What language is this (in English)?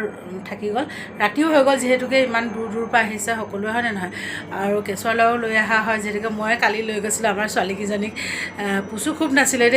Assamese